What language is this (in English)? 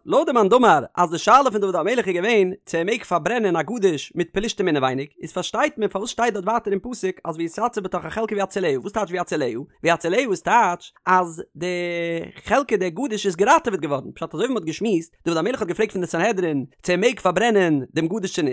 Yiddish